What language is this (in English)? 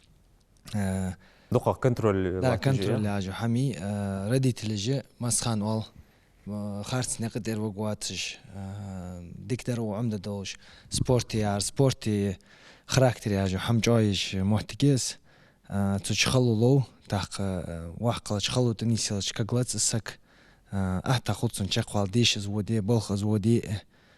Ingush